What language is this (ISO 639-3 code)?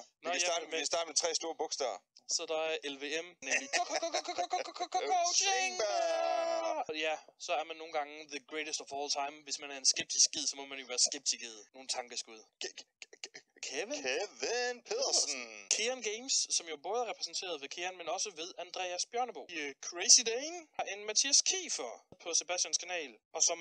dan